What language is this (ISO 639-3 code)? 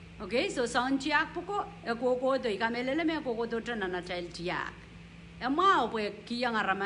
pon